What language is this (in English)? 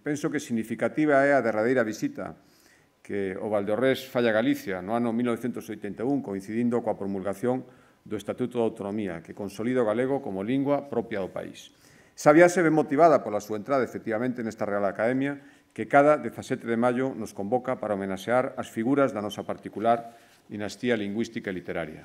Galician